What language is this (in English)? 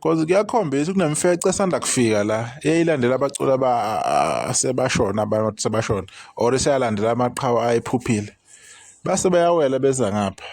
Zulu